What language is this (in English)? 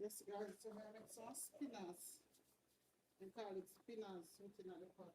Jamaican Creole English